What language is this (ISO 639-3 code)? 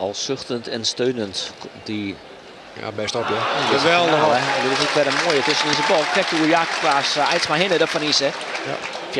fry